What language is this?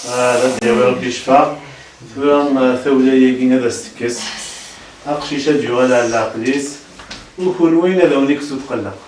Kabyle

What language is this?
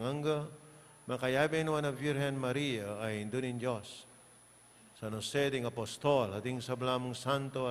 Pampanga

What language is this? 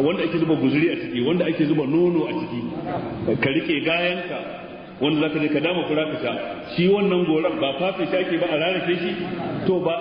Hausa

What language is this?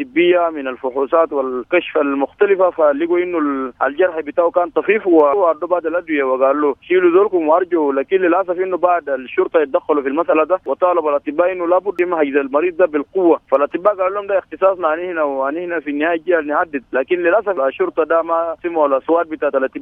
Sudanese Arabic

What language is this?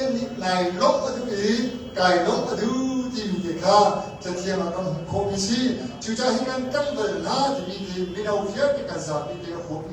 Hakha Chin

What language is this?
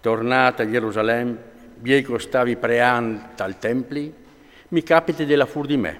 Friulian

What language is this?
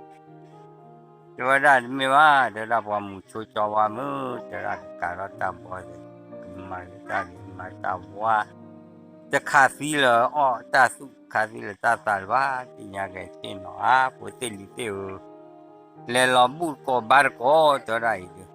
S'gaw Karen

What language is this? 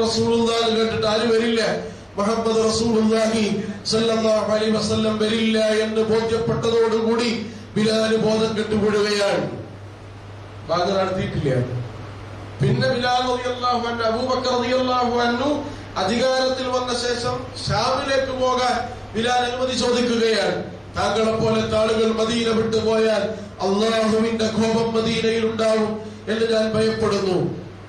Malayalam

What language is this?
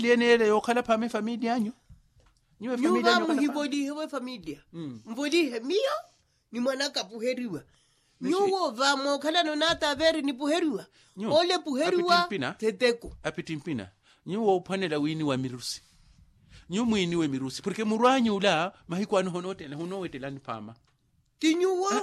Makhuwa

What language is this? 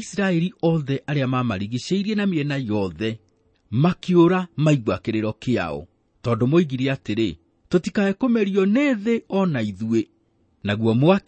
Kikuyu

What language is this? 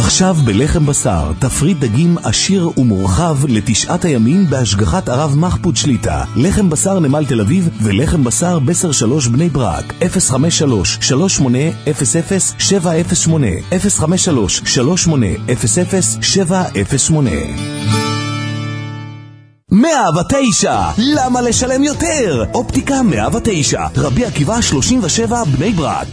Hebrew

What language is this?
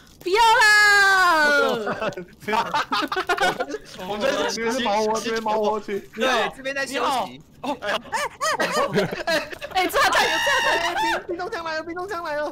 Chinese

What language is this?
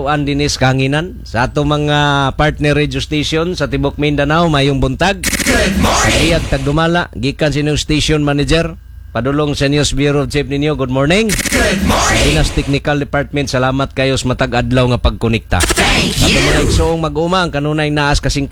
Cebuano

